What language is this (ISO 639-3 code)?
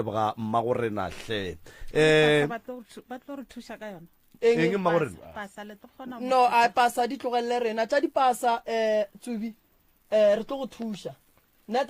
nso